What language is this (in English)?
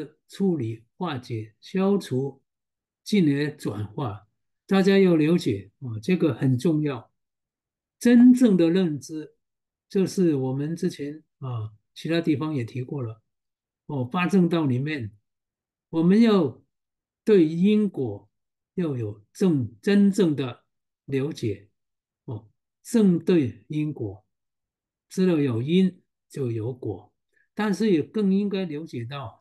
Chinese